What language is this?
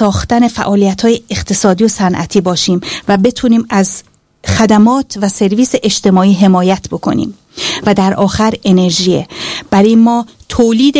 Persian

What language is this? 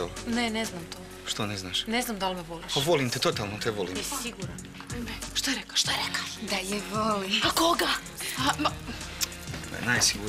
Croatian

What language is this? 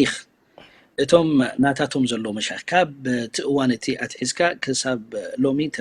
Tigrinya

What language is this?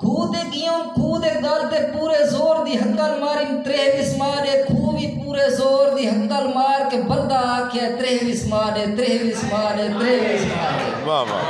Saraiki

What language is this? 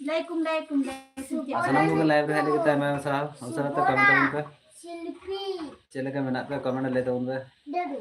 Santali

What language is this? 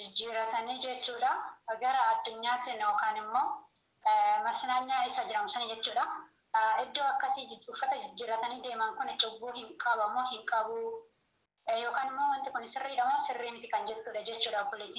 Oromo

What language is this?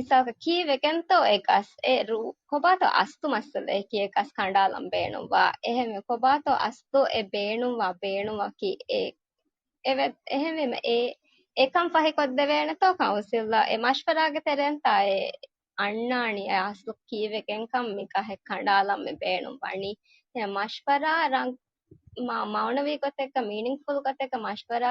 Divehi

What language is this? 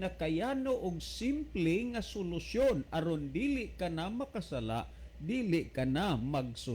Cebuano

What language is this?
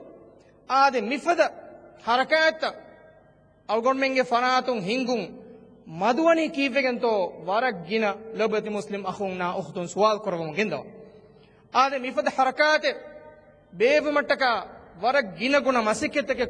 Divehi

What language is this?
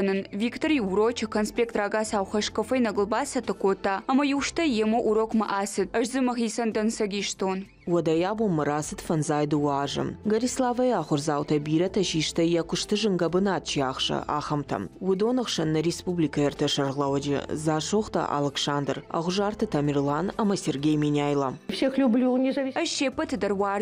Ossetic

